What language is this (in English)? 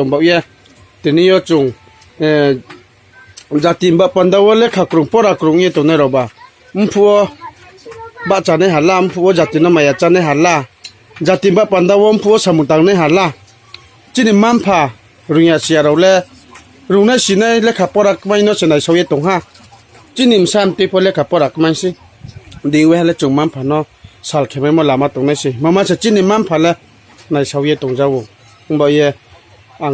Riang (India)